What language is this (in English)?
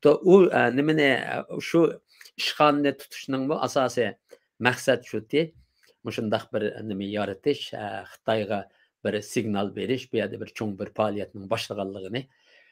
Uyghur